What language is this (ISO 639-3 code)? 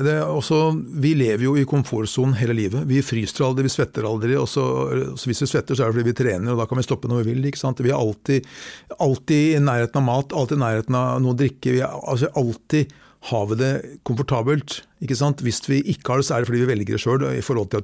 nor